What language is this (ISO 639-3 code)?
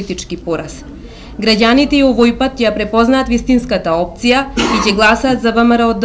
mkd